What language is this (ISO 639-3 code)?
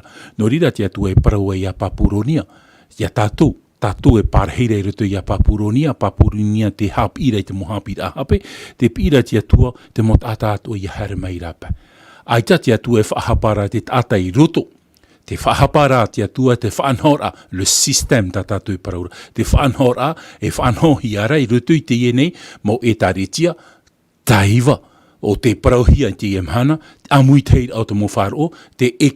tah